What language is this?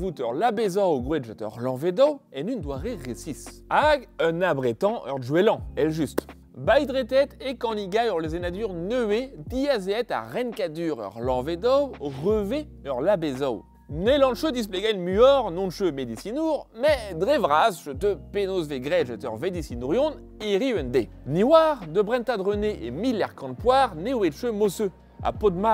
Breton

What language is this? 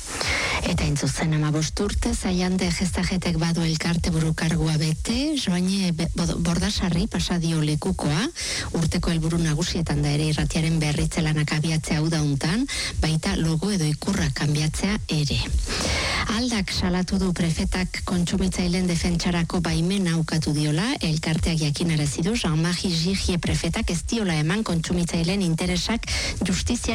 Basque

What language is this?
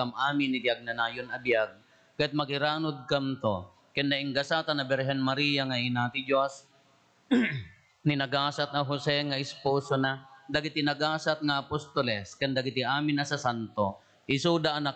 Iloko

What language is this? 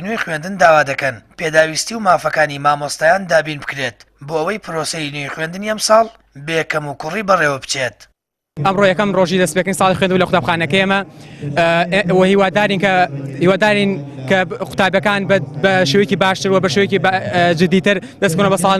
Central Kurdish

